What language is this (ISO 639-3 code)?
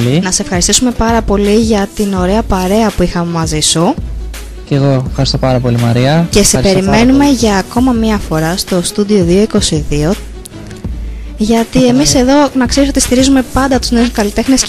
ell